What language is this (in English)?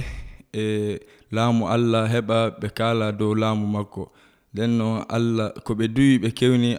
Nigerian Fulfulde